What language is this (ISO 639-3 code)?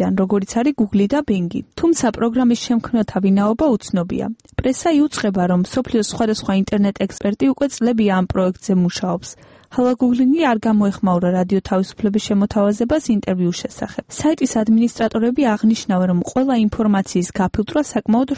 kat